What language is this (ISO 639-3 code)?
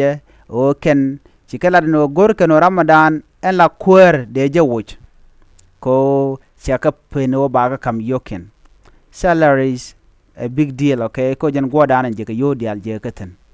nus